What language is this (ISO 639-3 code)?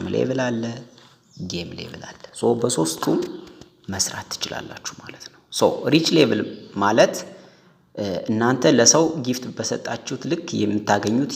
amh